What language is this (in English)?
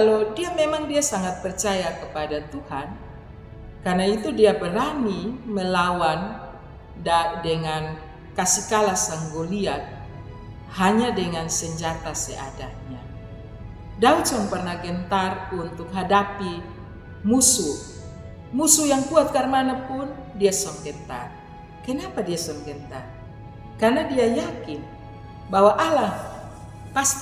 Kupang Malay